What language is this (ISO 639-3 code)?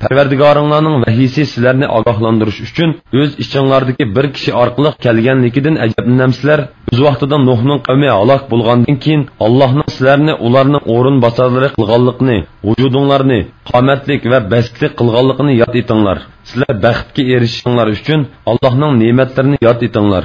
uig